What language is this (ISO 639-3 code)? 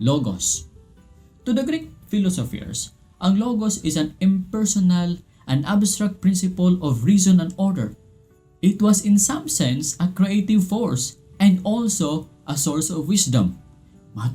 ceb